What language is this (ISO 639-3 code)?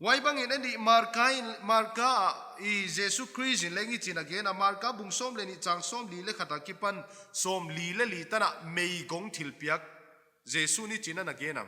pck